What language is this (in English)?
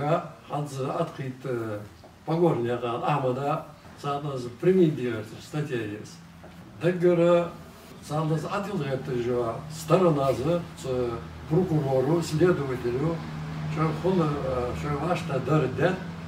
Chechen